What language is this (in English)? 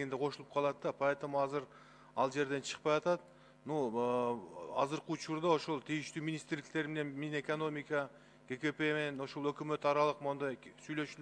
Kyrgyz